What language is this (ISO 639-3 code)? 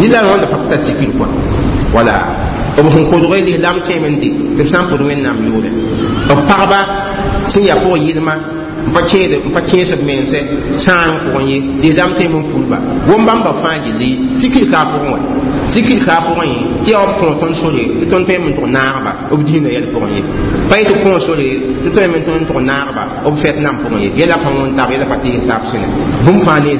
mos